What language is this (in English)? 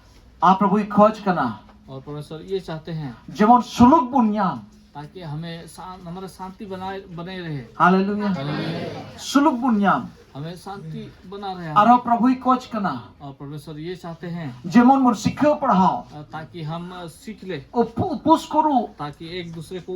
Santali